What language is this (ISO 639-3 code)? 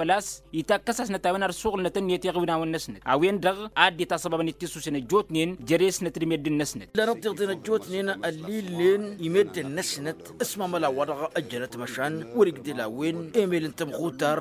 taq